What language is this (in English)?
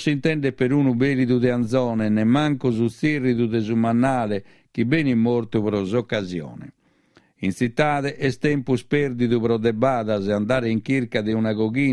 Sardinian